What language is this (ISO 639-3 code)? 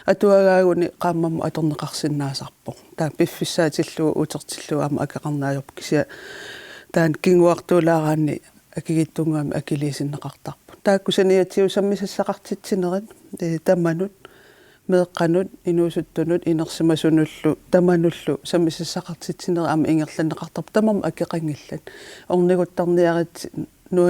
kal